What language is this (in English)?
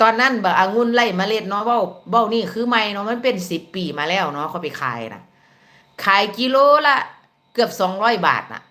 Northeastern Thai